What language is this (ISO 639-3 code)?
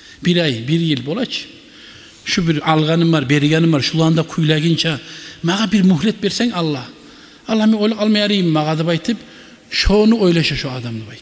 kum